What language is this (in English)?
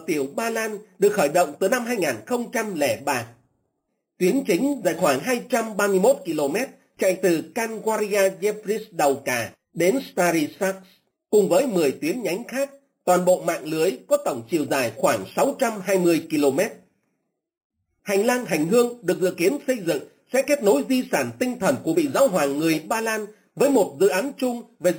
Vietnamese